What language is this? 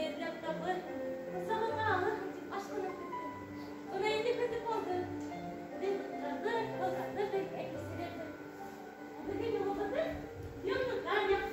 Bashkir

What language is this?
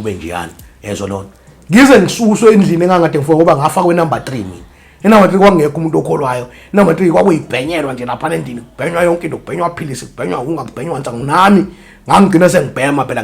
Zulu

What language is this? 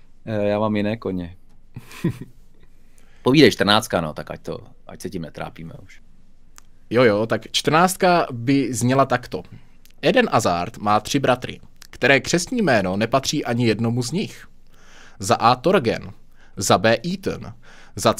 Czech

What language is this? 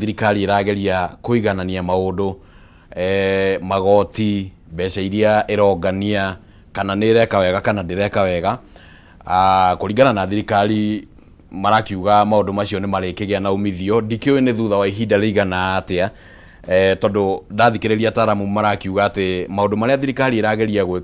Kikuyu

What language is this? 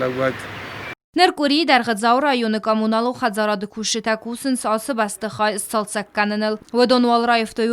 Ossetic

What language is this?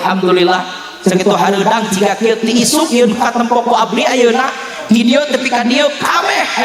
Sundanese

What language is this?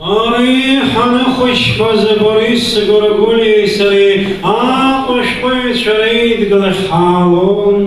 Abkhazian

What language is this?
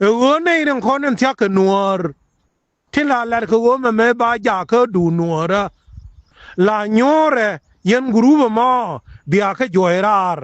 Nuer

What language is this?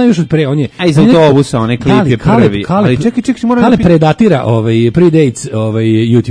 Serbian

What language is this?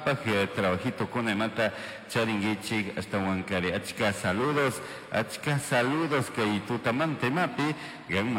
Chimborazo Highland Quichua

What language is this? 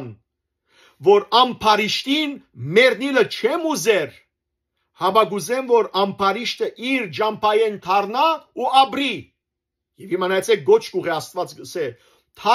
Western Armenian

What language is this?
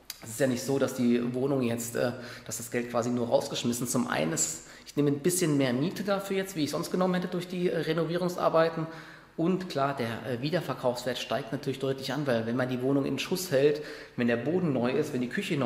German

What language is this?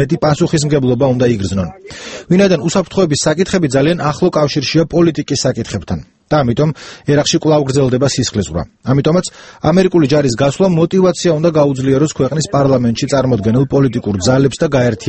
Georgian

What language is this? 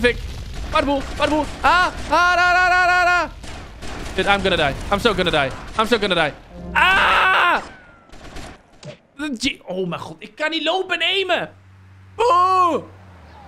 Dutch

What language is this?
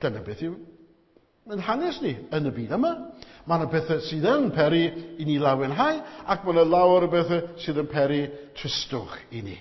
Welsh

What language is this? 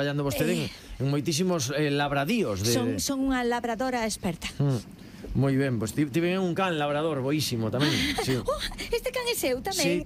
Galician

